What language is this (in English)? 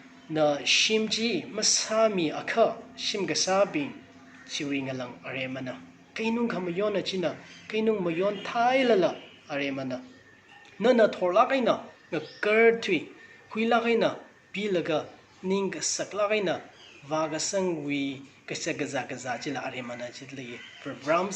Tangkhul Naga (India)